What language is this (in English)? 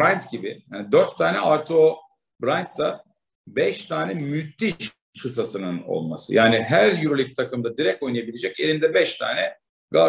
Turkish